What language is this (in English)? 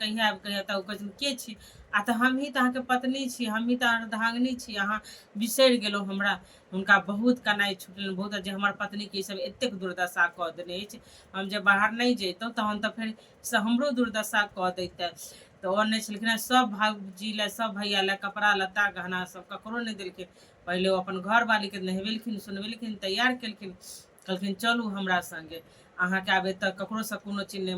Maithili